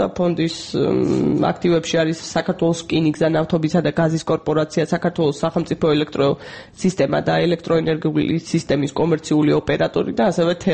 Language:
Georgian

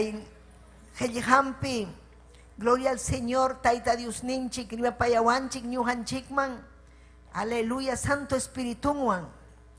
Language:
Ayacucho Quechua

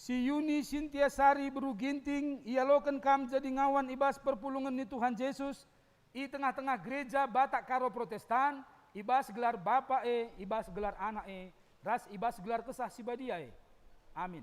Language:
Batak Karo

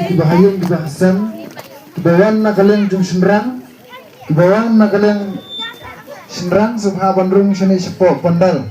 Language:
Khasi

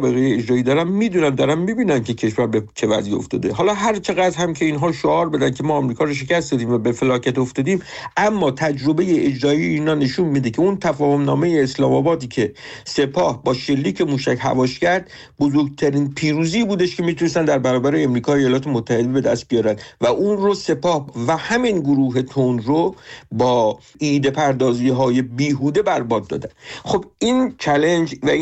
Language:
Persian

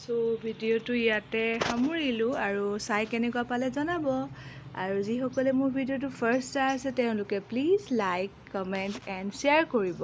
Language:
Assamese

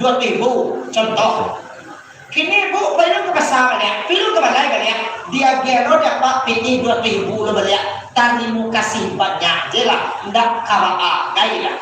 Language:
Minangkabau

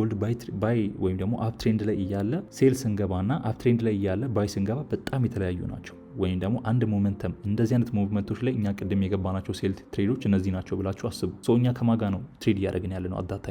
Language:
Amharic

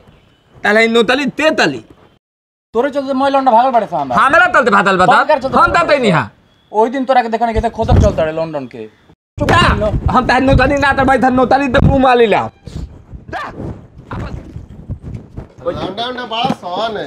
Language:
Bhojpuri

